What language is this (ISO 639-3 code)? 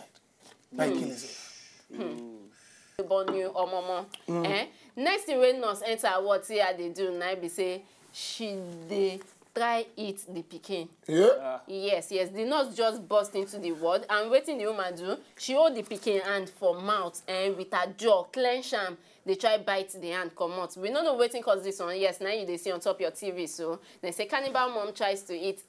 pcm